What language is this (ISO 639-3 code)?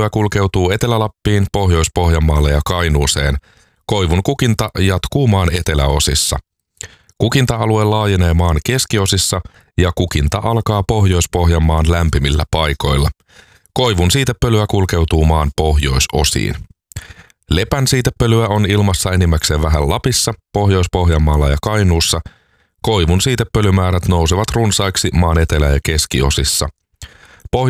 fin